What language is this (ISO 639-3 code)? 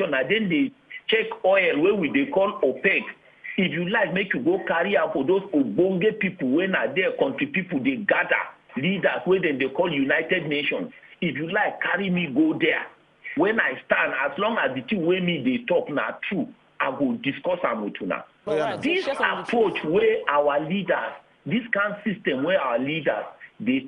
pcm